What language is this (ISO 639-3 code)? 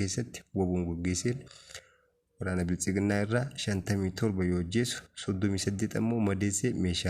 orm